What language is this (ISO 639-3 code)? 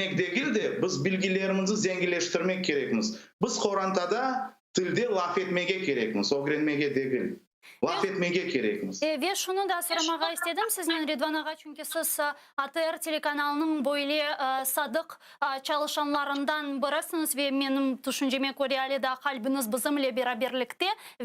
crh